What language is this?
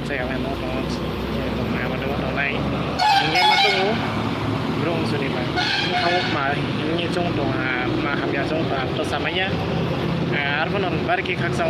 Riang (India)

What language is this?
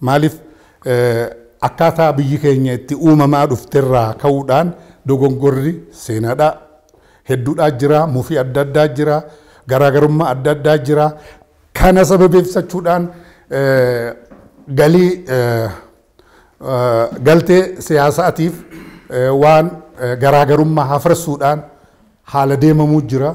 Oromo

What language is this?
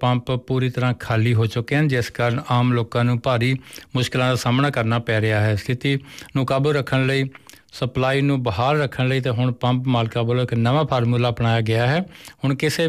Punjabi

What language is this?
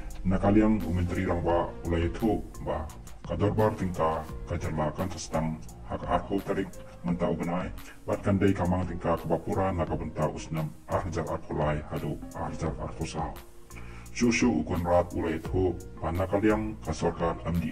Khasi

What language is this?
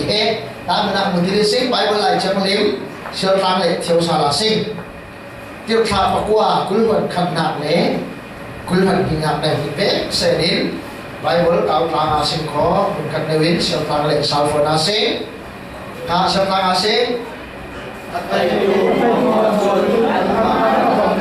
Falam Chin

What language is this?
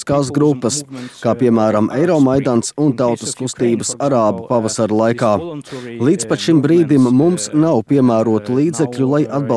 Latvian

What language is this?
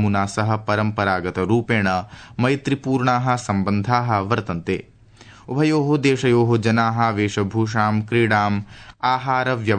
Sanskrit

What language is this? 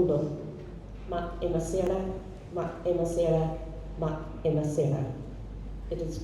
Tetum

